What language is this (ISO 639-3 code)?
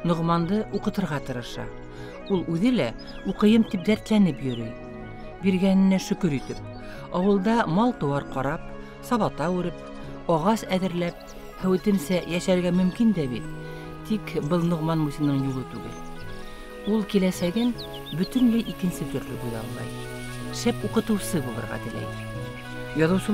bak